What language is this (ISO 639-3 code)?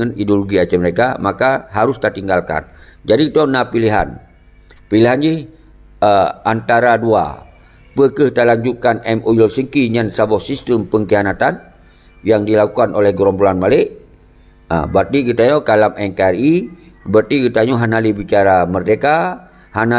ace